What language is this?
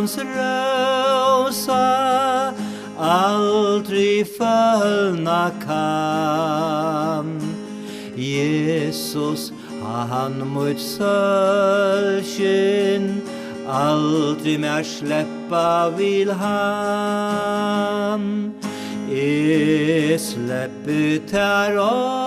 Faroese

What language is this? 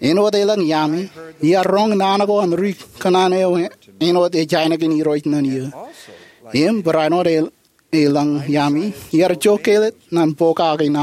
Marshallese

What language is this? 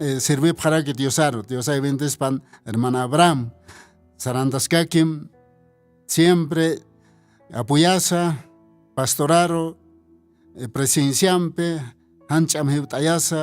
Aymara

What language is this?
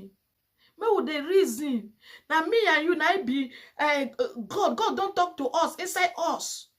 Nigerian Pidgin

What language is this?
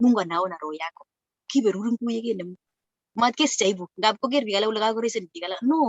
Kalenjin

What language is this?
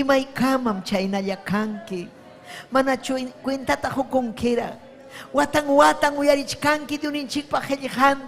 Ayacucho Quechua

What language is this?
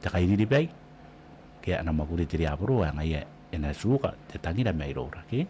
Gilbertese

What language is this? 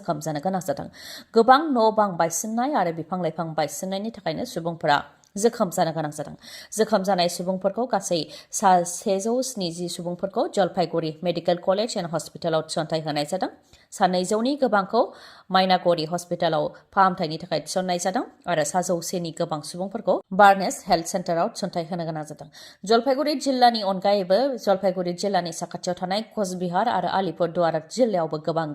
Bodo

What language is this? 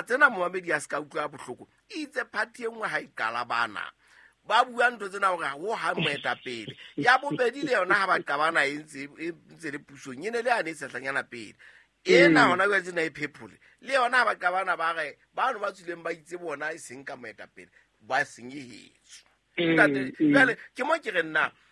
Southern Sotho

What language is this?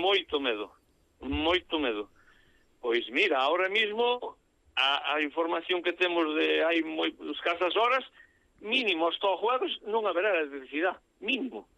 Galician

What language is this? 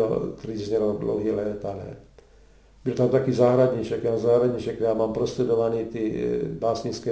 Czech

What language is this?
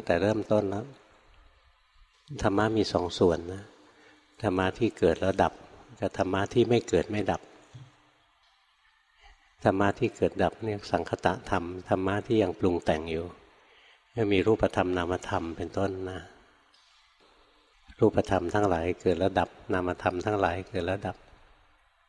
Thai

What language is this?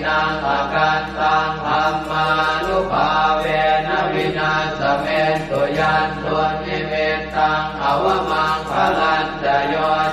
Pali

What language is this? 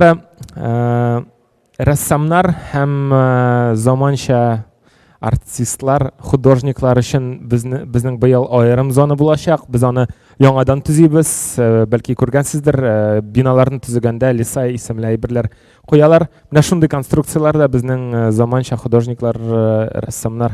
Tatar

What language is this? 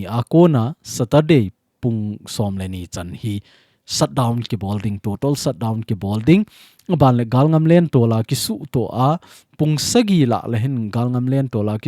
Thado Chin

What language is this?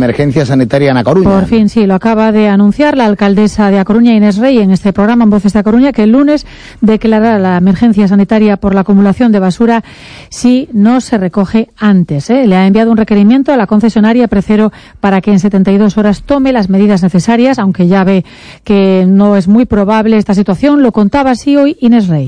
Spanish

